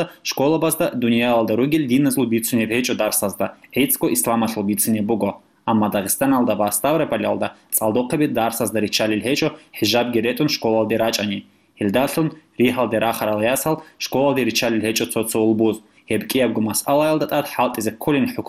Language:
Avaric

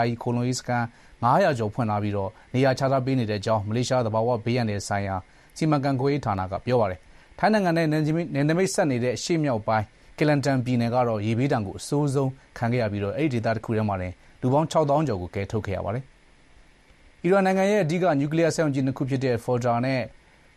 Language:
Burmese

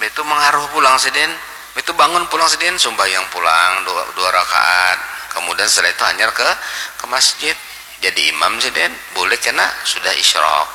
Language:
Banjar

